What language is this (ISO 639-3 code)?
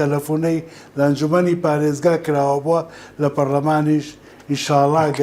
ckb